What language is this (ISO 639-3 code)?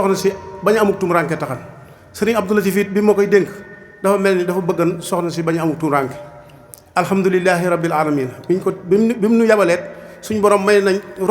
wol